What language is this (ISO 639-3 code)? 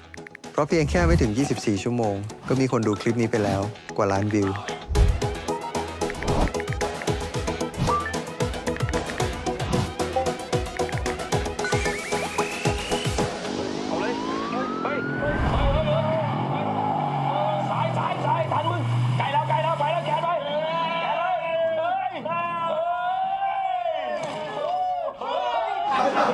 tha